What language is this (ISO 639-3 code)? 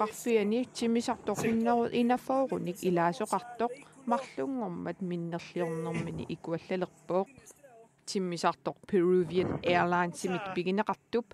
kal